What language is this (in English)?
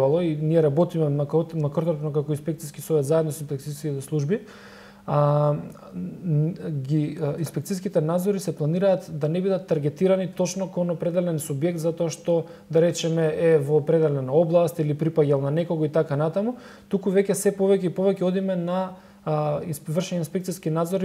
Macedonian